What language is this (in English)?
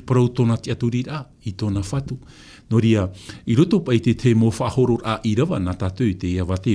Tahitian